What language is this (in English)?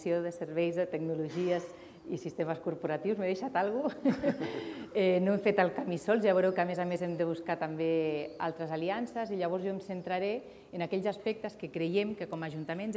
Catalan